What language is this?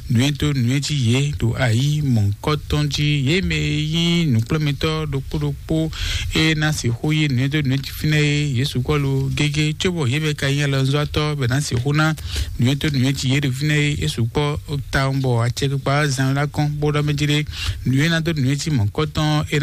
Fon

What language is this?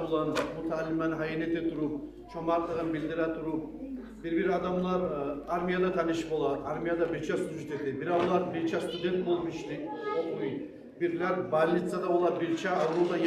Kumyk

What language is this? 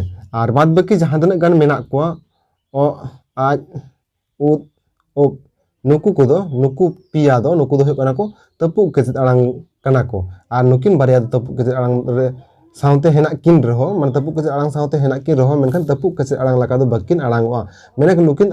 Santali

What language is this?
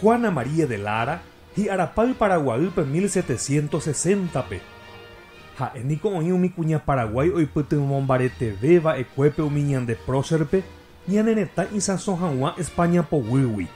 Guarani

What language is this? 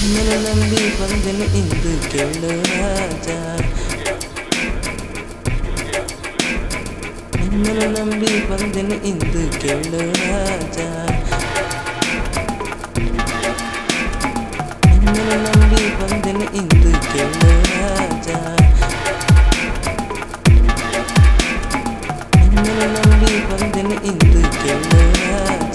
Kannada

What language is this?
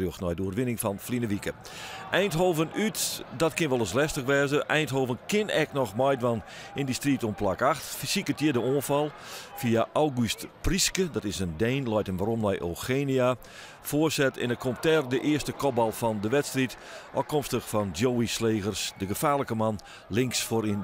Western Frisian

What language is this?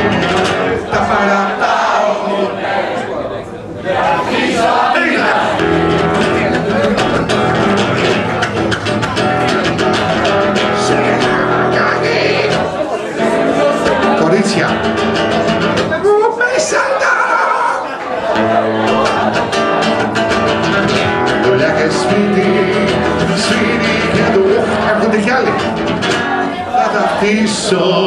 Greek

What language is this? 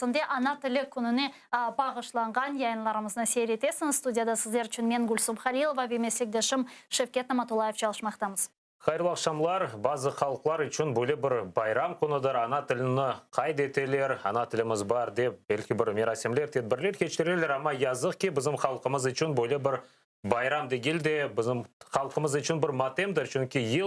Crimean Tatar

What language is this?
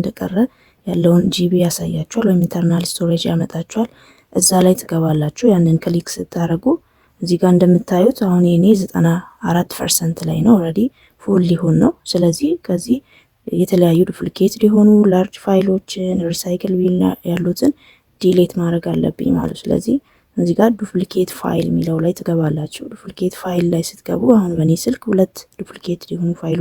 Amharic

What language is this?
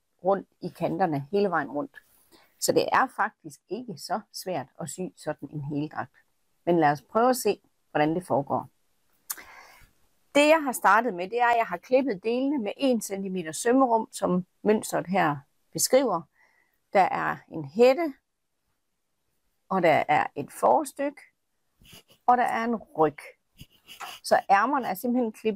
Danish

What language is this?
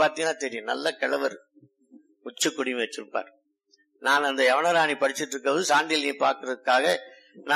Tamil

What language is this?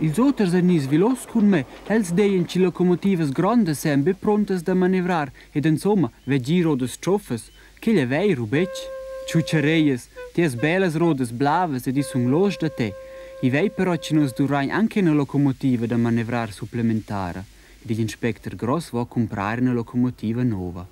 Romansh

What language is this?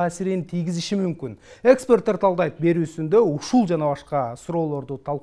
Kyrgyz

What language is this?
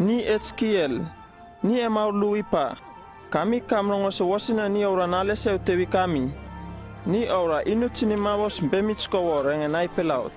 Uripiv-Wala-Rano-Atchin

